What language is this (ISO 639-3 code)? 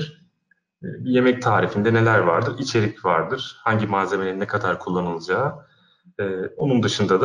tur